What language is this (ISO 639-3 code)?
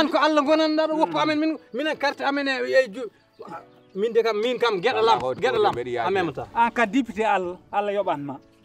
ful